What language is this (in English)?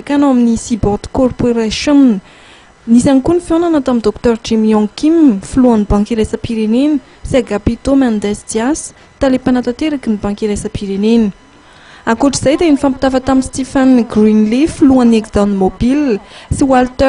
Malagasy